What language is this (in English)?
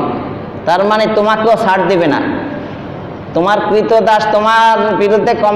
Bangla